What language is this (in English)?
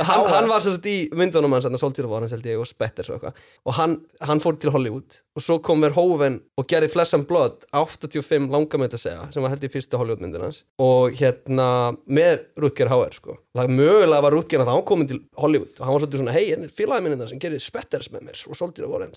Icelandic